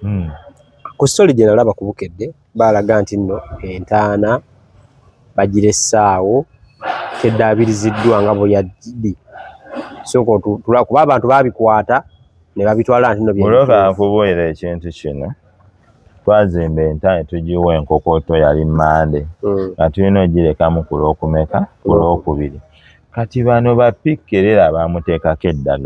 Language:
Ganda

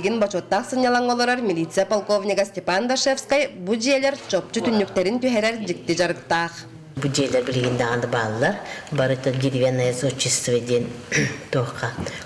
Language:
Yakut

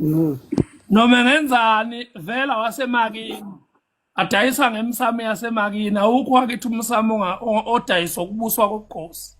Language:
Zulu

